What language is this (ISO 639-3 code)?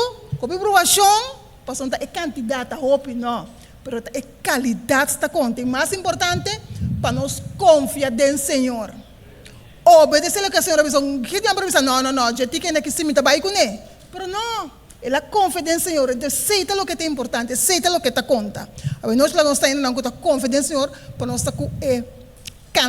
pap